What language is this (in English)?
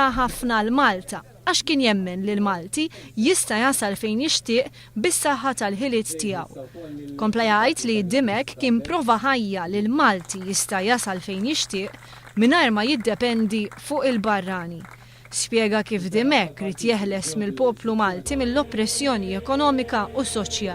Maltese